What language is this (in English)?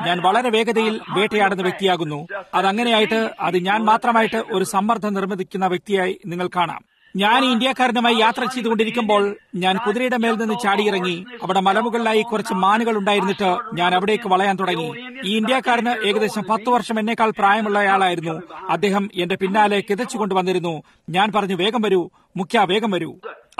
Malayalam